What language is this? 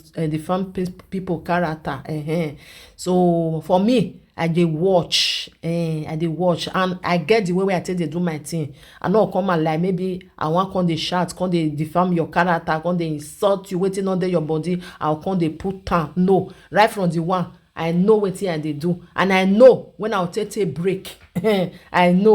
Nigerian Pidgin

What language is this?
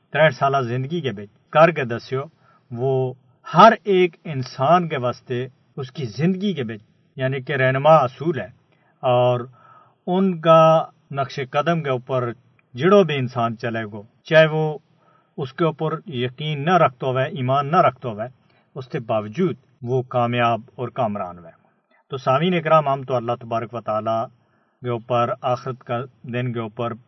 Gujari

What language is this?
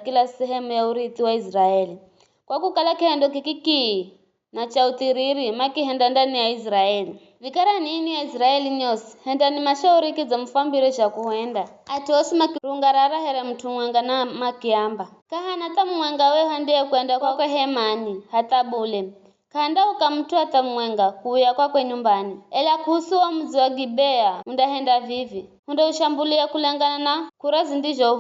Giryama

